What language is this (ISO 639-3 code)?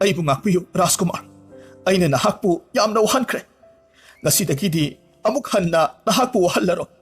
mni